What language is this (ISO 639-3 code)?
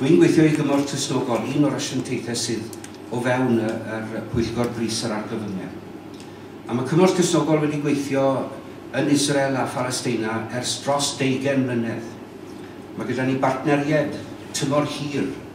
cym